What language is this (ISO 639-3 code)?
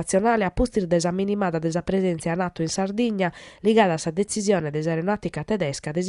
srd